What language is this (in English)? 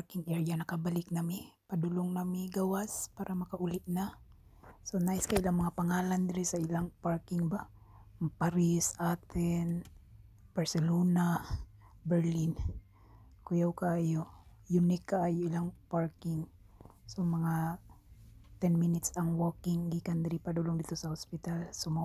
Cebuano